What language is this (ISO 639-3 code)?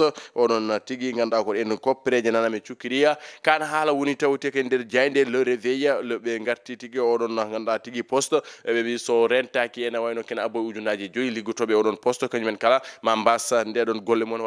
ful